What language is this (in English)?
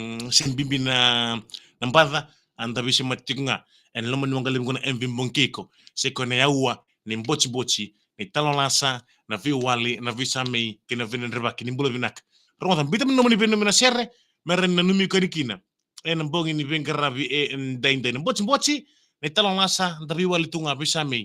Fijian